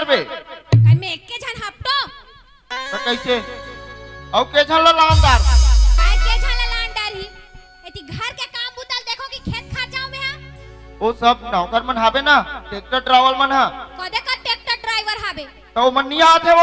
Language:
Chhattisgarhi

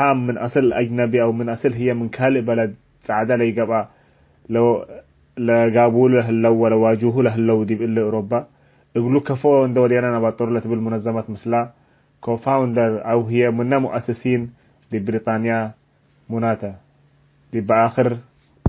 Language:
Tigre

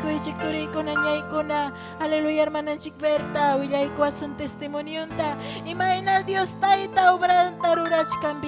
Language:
Ayacucho Quechua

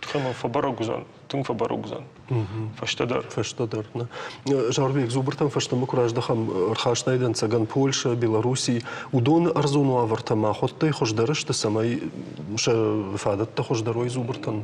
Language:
Ossetic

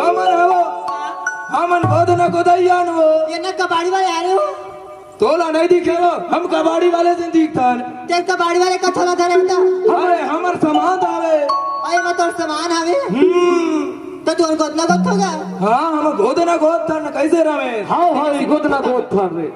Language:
Chhattisgarhi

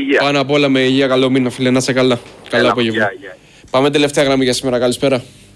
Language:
Greek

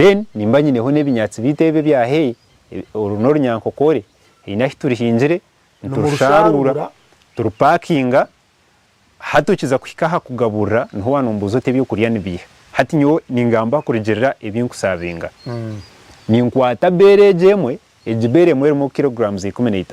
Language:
Nyankole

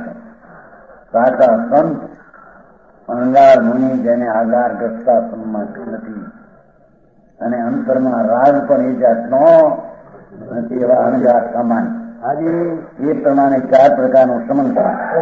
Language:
Gujarati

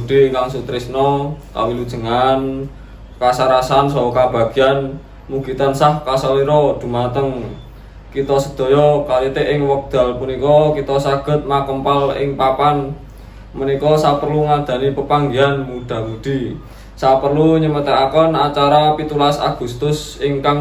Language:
Javanese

